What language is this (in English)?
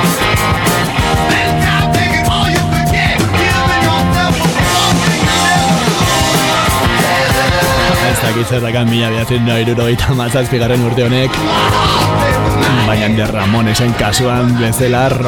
Basque